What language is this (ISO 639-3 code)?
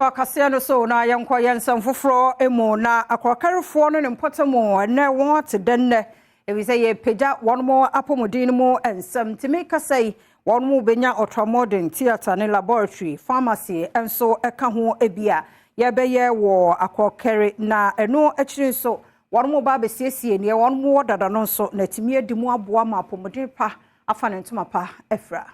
aka